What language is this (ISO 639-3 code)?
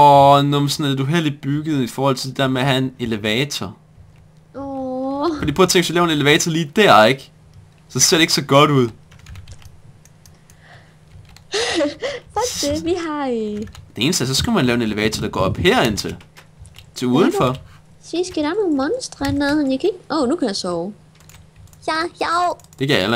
dan